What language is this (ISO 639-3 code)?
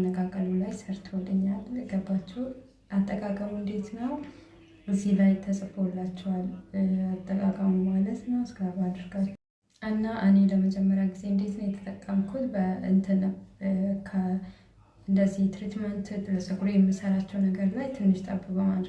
amh